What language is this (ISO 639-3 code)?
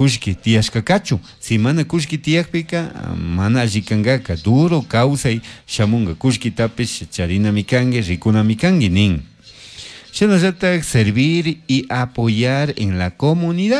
qug